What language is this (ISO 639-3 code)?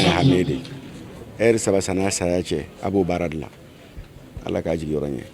bam